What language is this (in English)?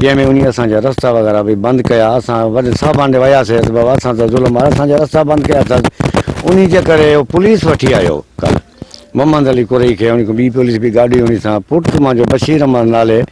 Sindhi